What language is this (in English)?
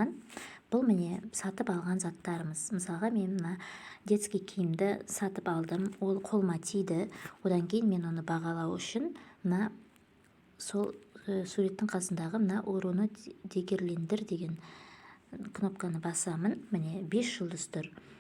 Kazakh